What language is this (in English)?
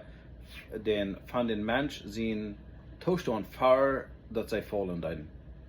Plautdietsch